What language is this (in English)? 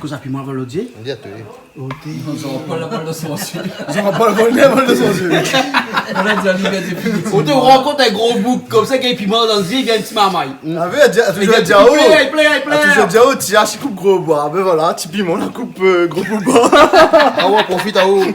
Réunion Creole French